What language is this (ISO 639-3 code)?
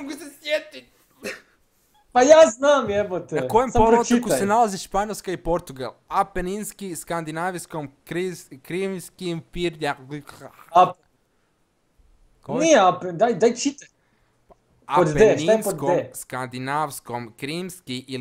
hrv